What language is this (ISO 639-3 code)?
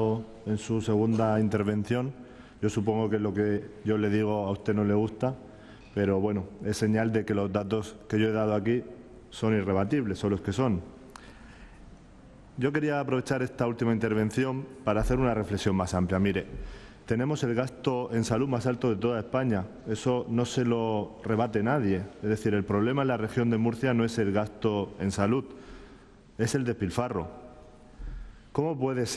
spa